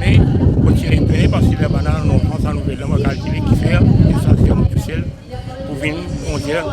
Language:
Morisyen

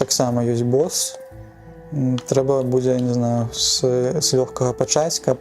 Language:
Belarusian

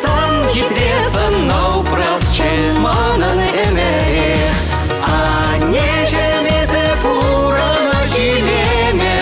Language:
Chuvash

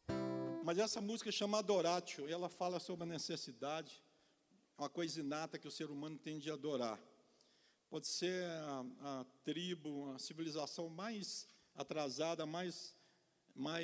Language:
Portuguese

